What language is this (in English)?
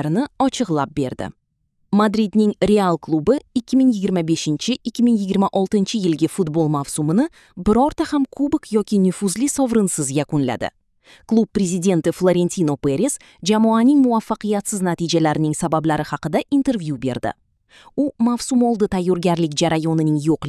Uzbek